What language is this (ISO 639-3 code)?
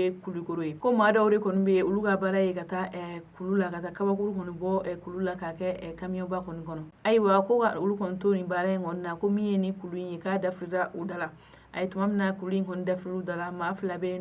bam